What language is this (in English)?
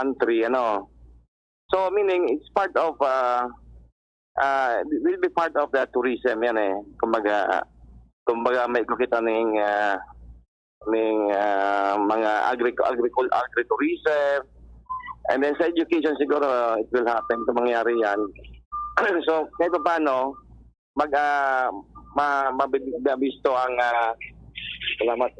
Bikol